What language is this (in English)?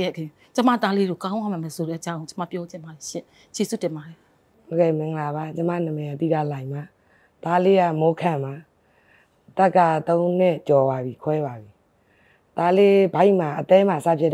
Burmese